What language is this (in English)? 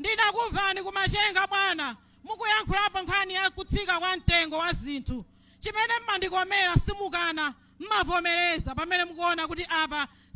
Nyanja